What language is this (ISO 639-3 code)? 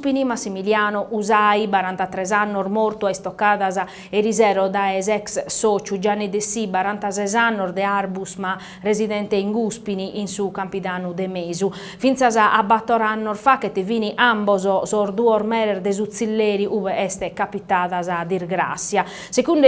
srd